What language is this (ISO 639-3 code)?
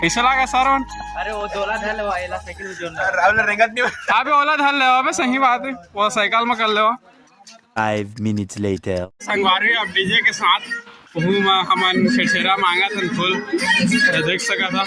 hne